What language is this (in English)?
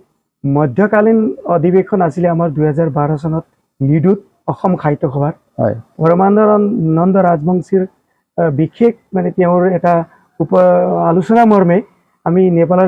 Assamese